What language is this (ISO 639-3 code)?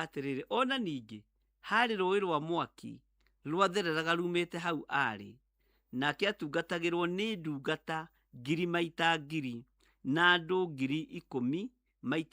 kik